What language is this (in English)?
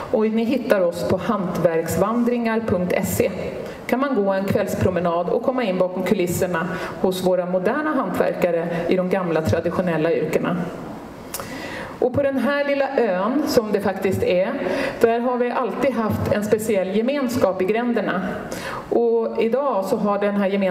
Swedish